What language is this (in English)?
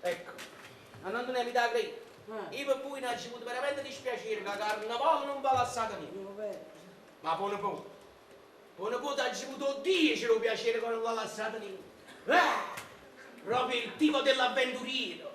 Neapolitan